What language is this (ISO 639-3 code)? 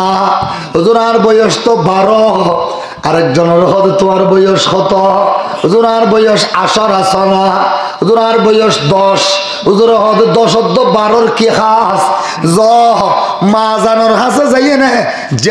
rhg